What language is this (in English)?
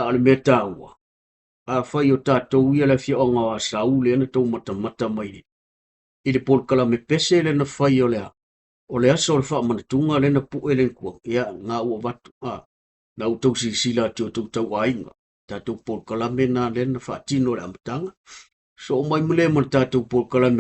Samoan